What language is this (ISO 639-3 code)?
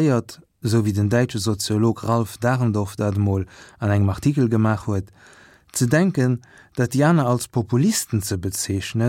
ltz